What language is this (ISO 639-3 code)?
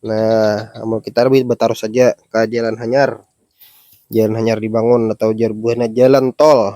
bjn